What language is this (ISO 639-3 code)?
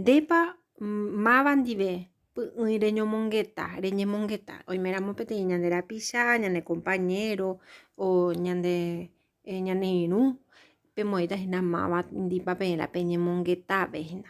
grn